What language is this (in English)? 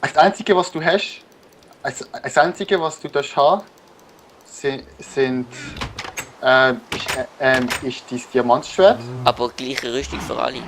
Swiss German